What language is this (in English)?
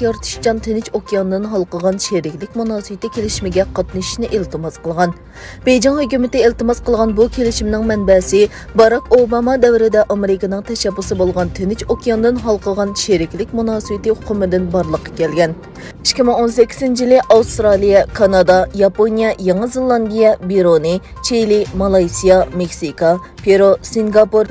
Uyghur